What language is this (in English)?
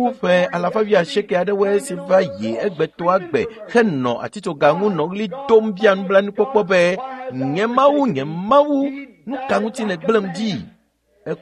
Ewe